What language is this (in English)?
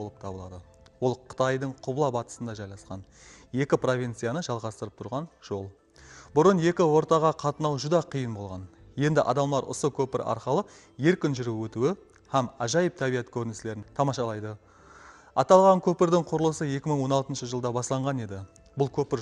Kara-Kalpak